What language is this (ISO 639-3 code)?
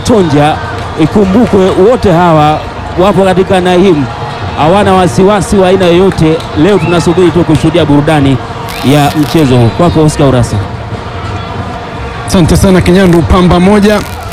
swa